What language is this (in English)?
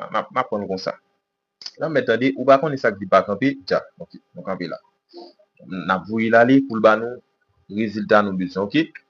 Haitian Creole